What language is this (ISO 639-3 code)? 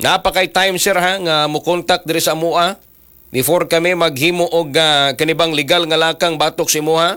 ceb